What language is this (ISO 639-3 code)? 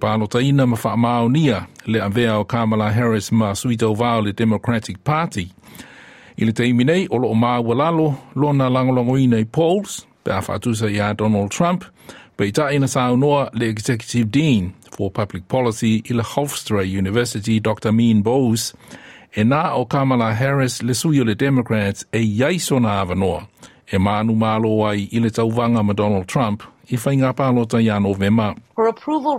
smo